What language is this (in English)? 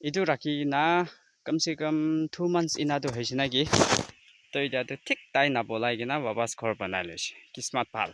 Naga Pidgin